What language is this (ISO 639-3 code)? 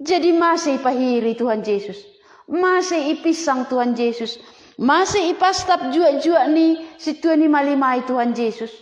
bts